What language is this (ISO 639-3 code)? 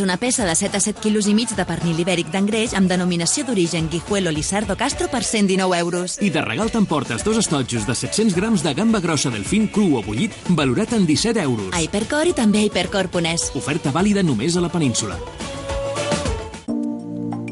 cat